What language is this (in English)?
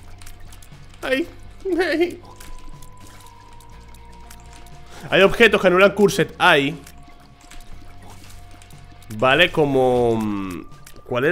Spanish